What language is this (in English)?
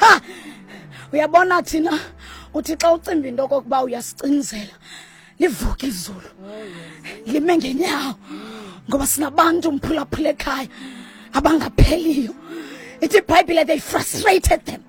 Xhosa